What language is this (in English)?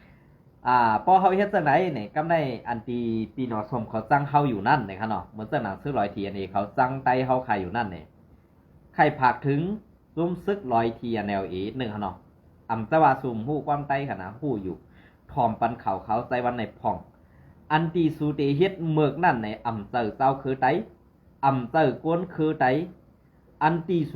Shan